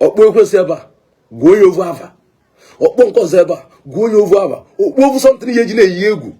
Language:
Igbo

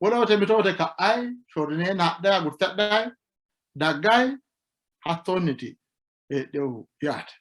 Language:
Sidamo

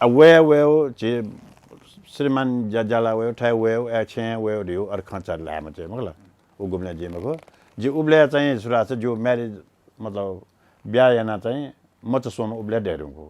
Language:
Newari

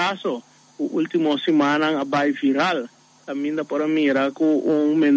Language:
Papiamento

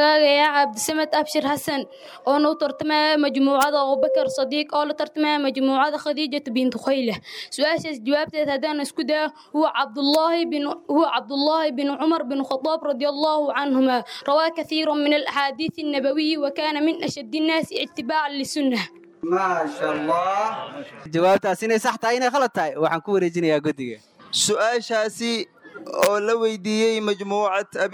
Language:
Somali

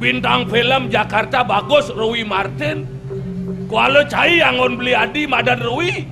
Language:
Balinese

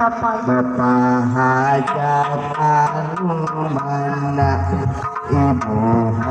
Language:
Sundanese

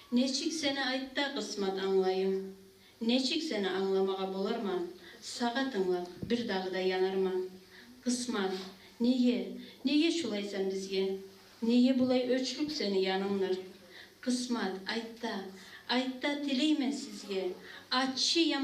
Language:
Kumyk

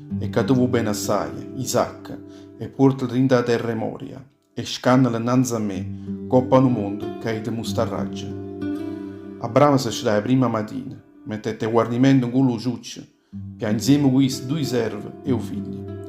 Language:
Neapolitan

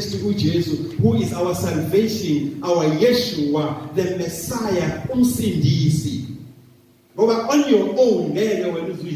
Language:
Zulu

